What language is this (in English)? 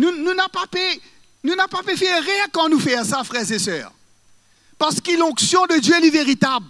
Morisyen